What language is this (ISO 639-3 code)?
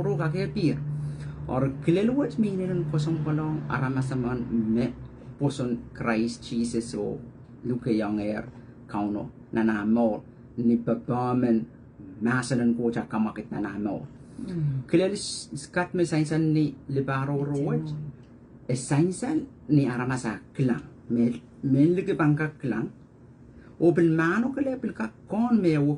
pon